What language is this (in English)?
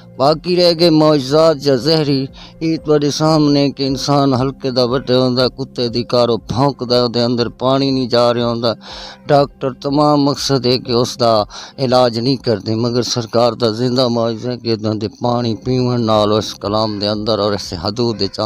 Western Panjabi